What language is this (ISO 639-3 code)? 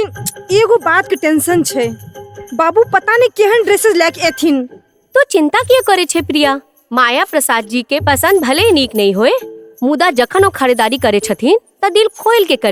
mai